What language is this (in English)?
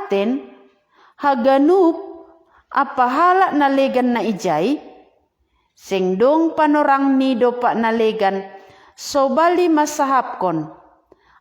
Batak Simalungun